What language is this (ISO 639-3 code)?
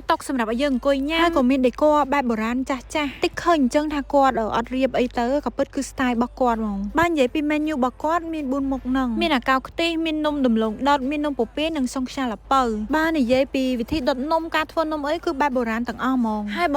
khm